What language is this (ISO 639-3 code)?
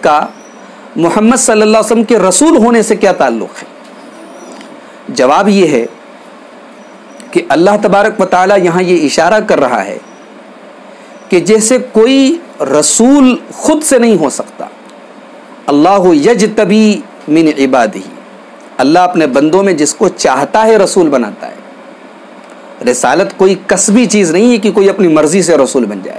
urd